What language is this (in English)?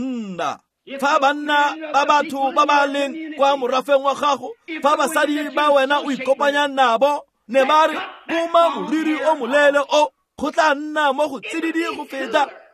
Tswana